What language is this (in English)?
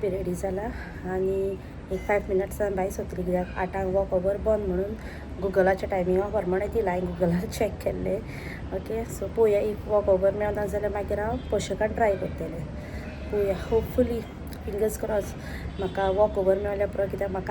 Konkani